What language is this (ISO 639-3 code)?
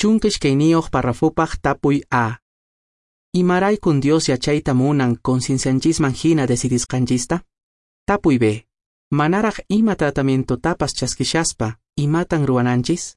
que